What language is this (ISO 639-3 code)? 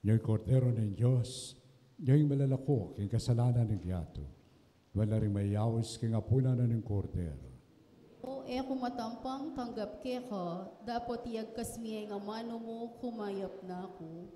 pam